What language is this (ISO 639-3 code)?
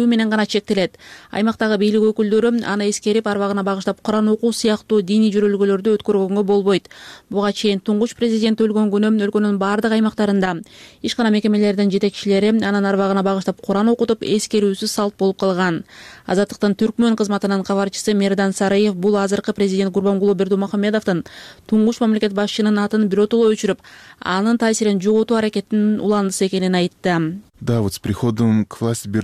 kir